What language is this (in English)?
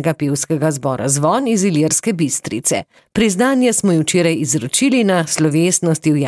Slovenian